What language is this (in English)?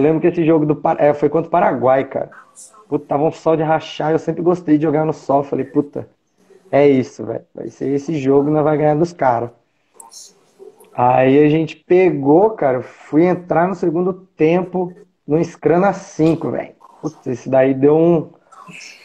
Portuguese